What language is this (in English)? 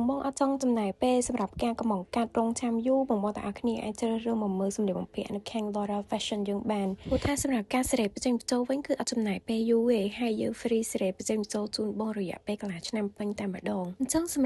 Khmer